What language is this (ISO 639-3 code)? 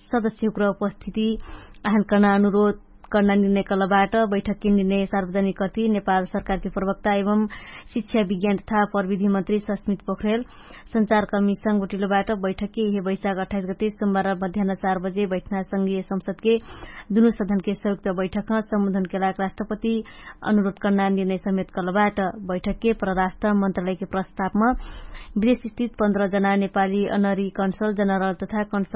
thl